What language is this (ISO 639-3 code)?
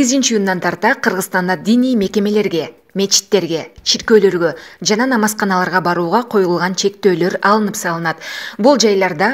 kir